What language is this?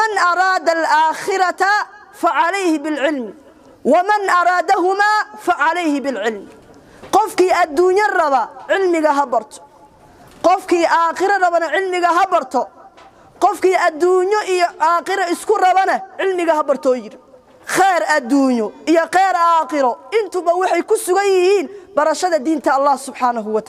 Somali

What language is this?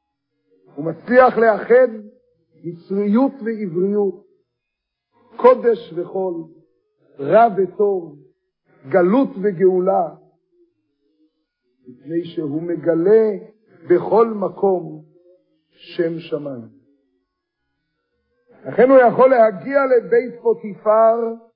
Hebrew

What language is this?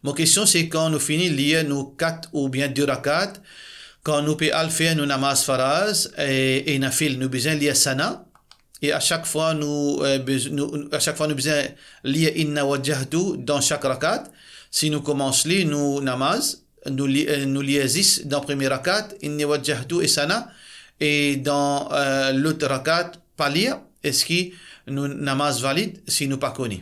Morisyen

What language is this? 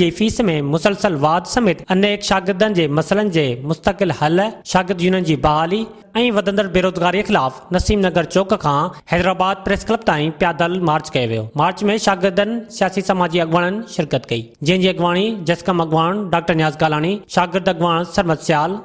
Sindhi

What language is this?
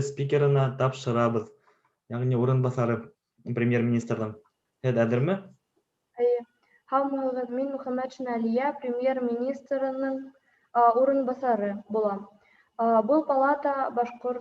Bashkir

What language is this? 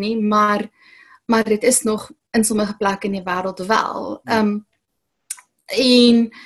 Afrikaans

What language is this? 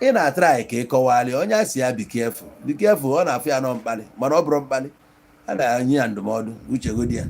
Igbo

